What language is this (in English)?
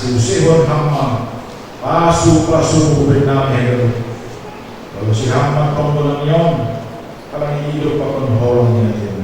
Batak Simalungun